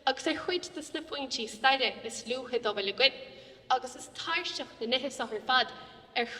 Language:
Irish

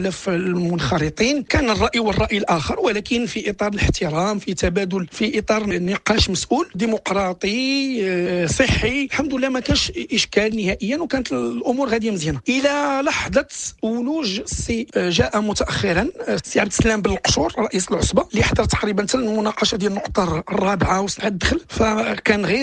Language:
Moroccan Arabic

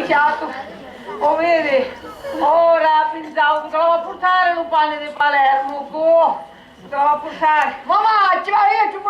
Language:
Sicilian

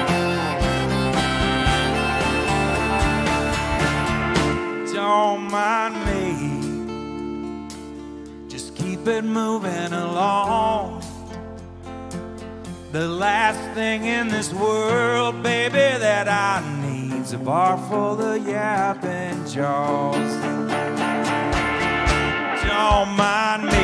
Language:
English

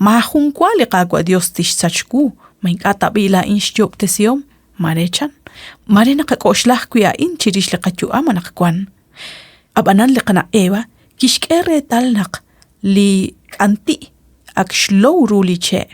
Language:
Kekchí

